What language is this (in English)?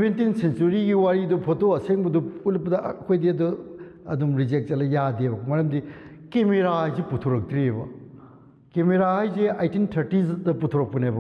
Manipuri